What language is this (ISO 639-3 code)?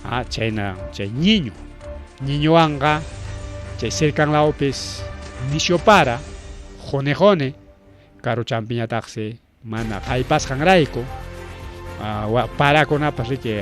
quy